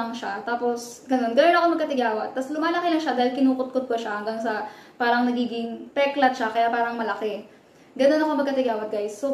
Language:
Filipino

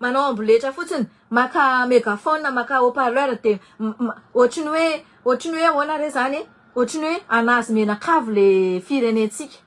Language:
Malagasy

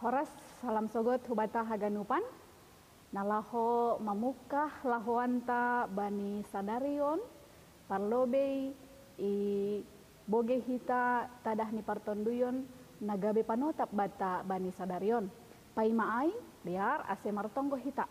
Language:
Batak Simalungun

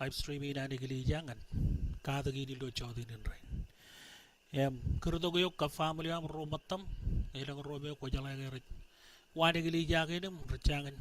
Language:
Marshallese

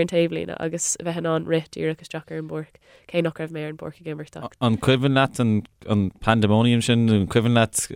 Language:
Irish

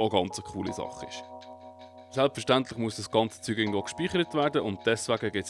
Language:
Swiss German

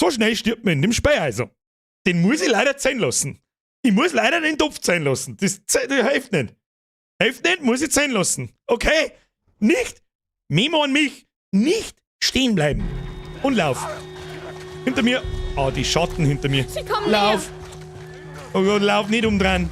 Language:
Bavarian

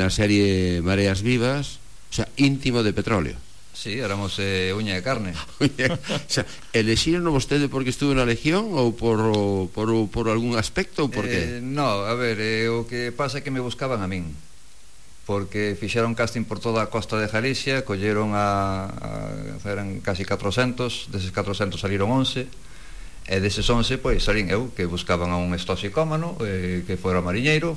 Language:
Galician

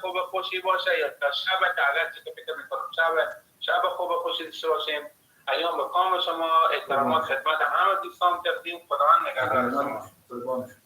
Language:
Persian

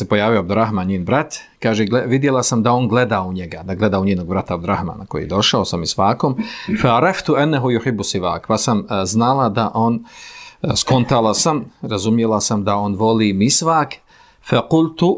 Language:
Bosnian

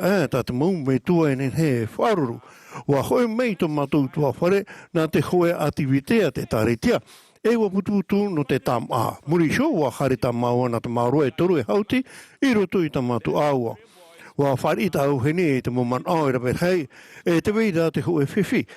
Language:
Tahitian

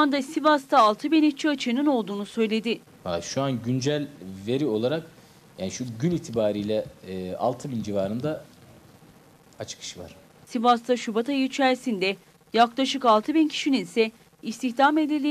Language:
Turkish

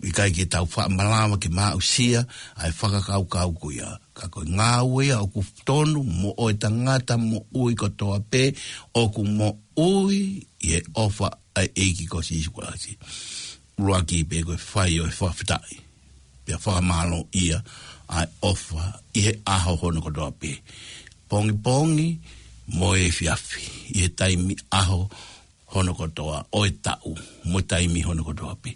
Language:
Tongan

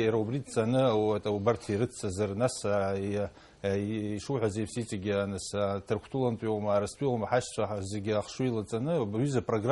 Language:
Abkhazian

